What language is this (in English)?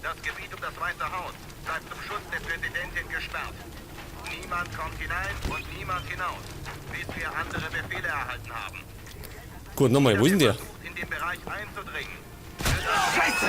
Bavarian